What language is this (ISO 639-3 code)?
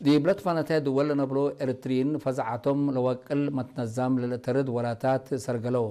tig